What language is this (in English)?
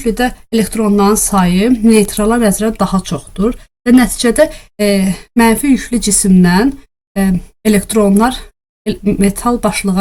Azerbaijani